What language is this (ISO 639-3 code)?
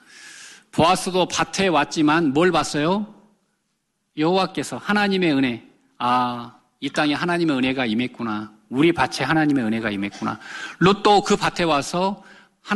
kor